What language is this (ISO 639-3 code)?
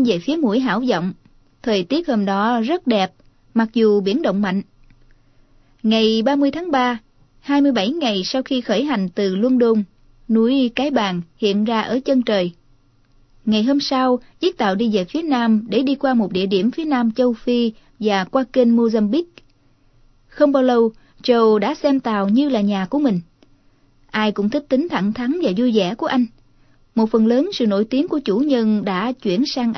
vie